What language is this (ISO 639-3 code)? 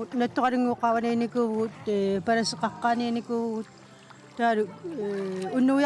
kal